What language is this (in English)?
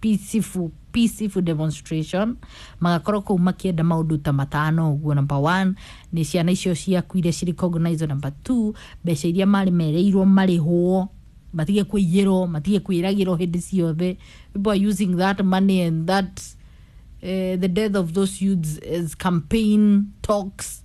Kikuyu